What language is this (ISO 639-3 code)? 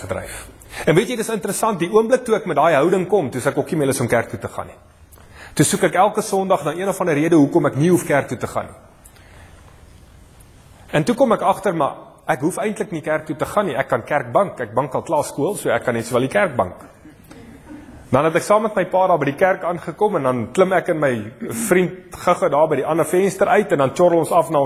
afr